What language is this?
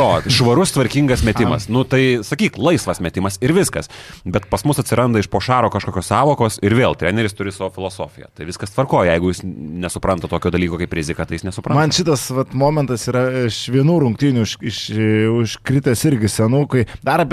Lithuanian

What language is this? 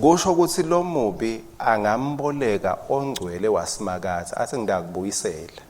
Swati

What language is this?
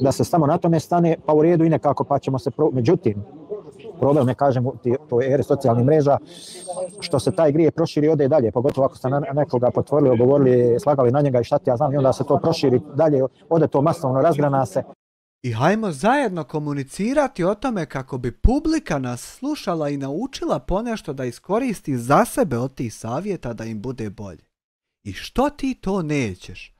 Bosnian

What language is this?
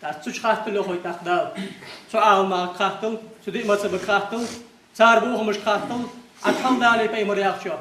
Ingush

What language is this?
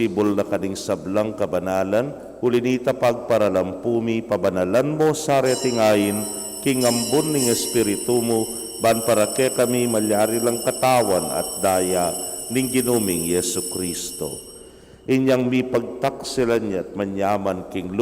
Pampanga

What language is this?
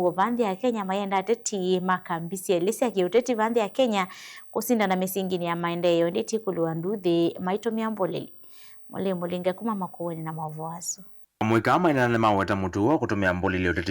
Kamba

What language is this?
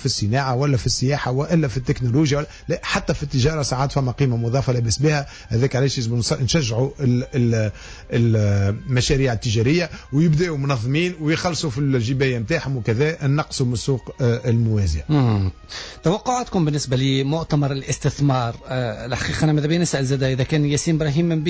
Tunisian Arabic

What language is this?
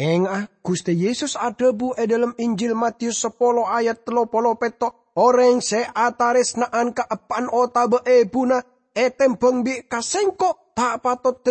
Madurese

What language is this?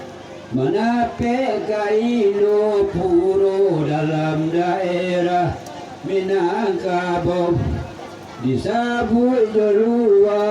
Minangkabau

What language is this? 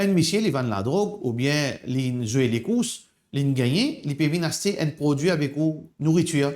Morisyen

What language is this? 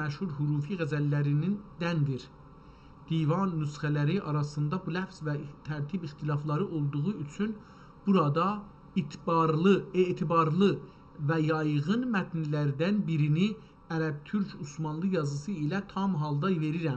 South Azerbaijani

